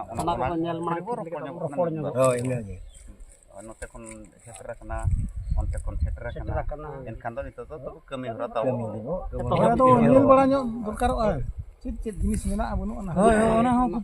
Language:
Santali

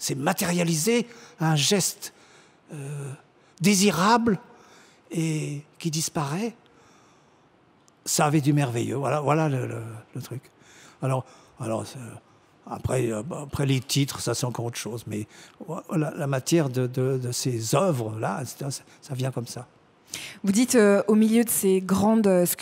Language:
French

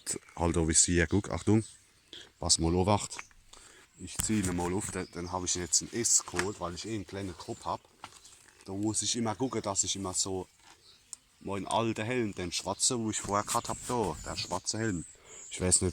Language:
Palatine German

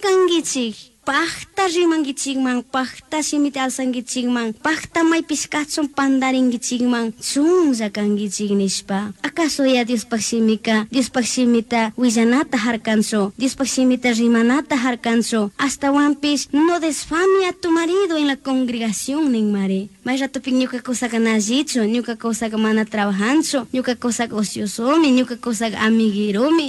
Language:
Chimborazo Highland Quichua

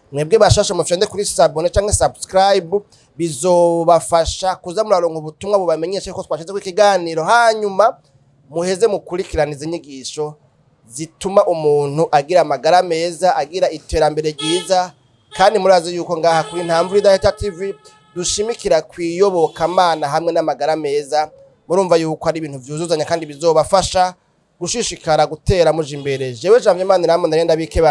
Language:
Rundi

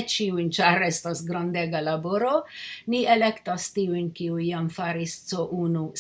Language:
Esperanto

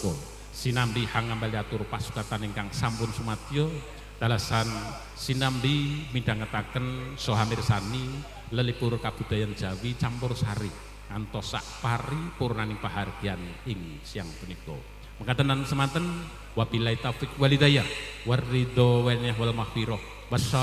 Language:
Javanese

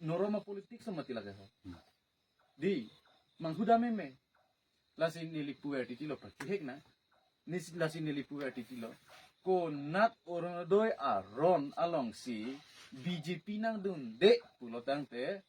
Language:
Karbi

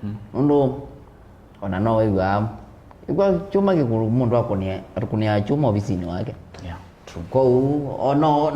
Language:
Kamba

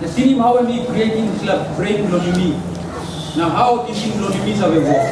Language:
Tok Pisin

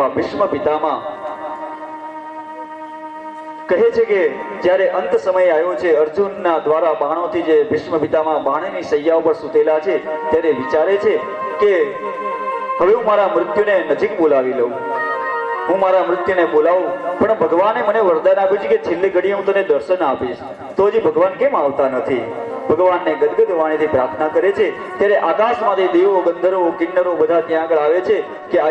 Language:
Gujarati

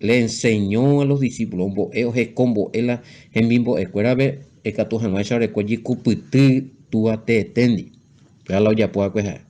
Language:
Guarani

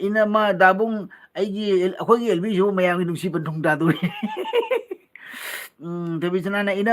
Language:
Manipuri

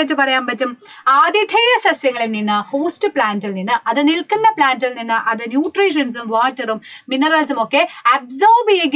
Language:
Malayalam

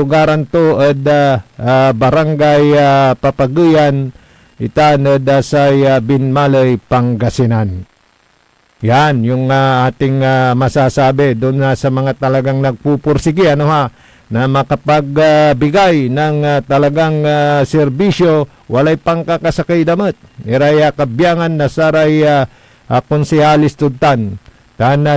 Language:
Pangasinan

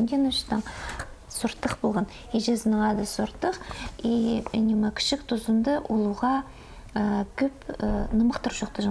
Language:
Khakas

